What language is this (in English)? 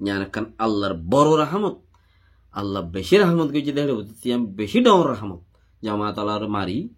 Rohingya